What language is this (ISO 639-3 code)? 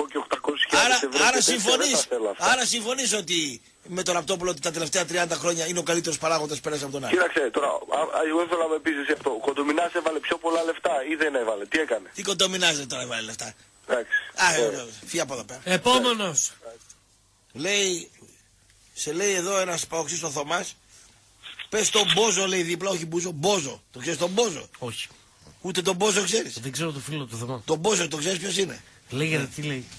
ell